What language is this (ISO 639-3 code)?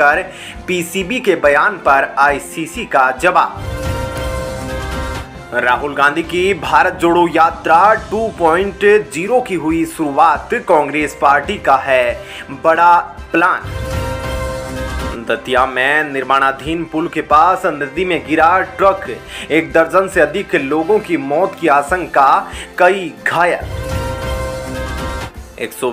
hin